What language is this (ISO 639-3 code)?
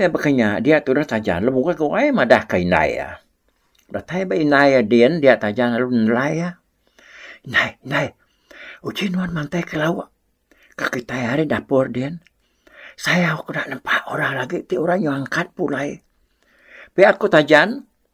iba